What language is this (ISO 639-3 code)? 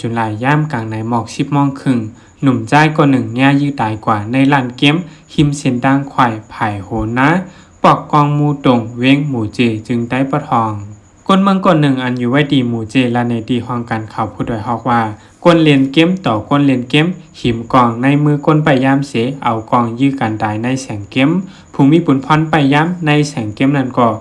shn